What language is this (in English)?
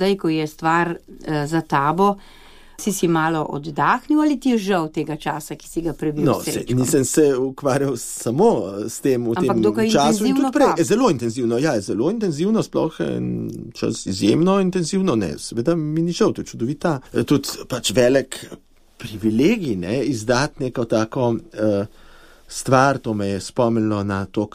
Slovenian